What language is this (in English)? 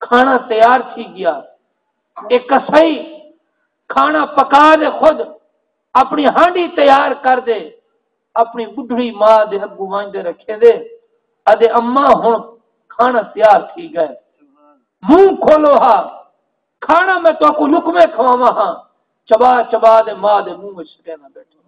Saraiki